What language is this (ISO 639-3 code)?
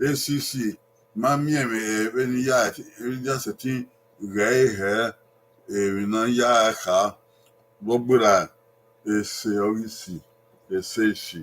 bin